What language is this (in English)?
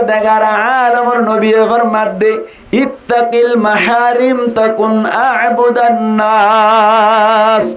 Rohingya